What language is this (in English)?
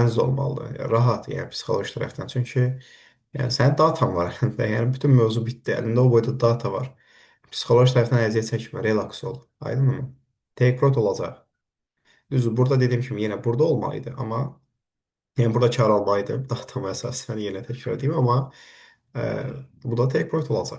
Azerbaijani